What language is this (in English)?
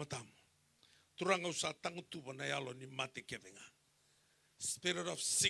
Fijian